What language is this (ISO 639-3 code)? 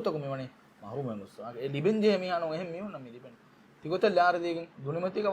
div